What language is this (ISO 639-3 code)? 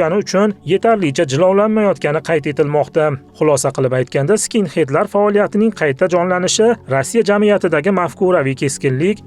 uzb